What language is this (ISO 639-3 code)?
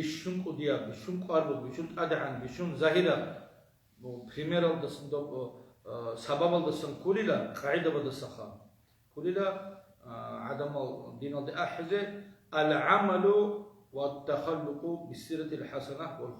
ava